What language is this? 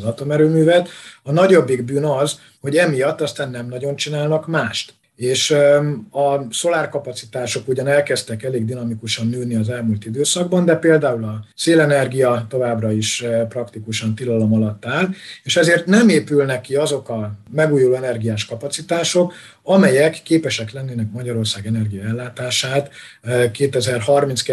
Hungarian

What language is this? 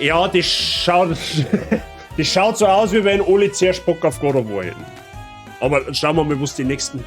Bavarian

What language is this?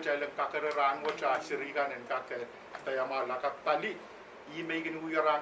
Pohnpeian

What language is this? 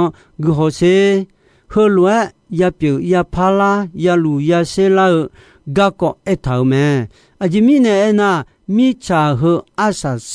Akha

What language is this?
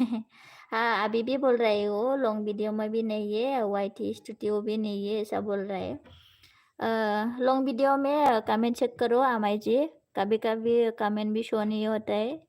Bodo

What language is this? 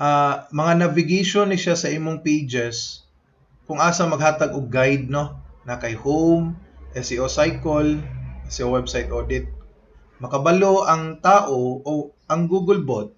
Cebuano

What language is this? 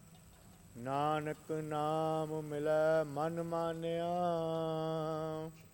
Punjabi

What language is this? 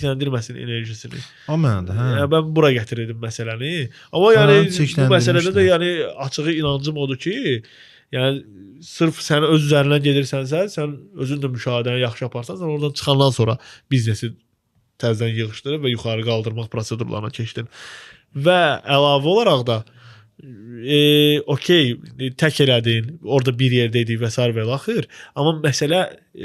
Azerbaijani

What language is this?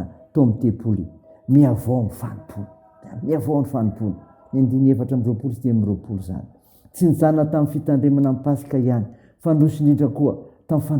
Malagasy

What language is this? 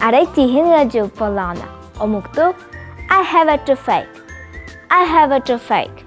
Yakut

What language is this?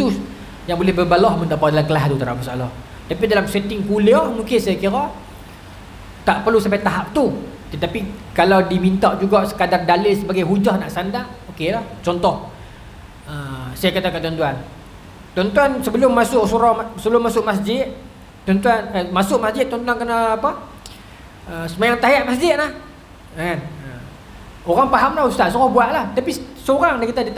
Malay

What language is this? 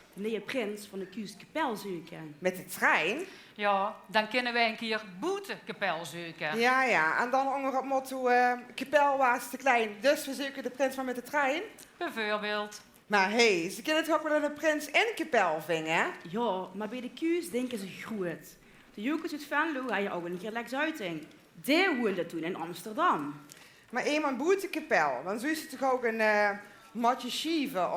Limburgish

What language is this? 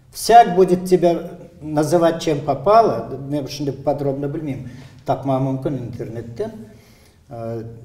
Crimean Tatar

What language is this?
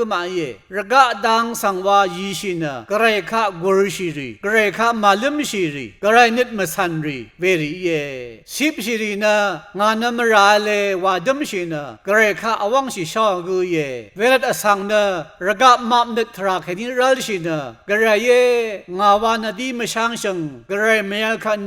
Rawang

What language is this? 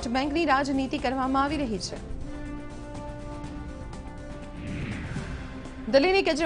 Gujarati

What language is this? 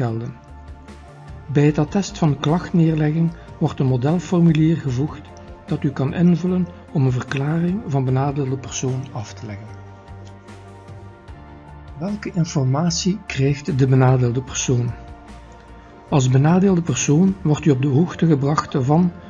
Dutch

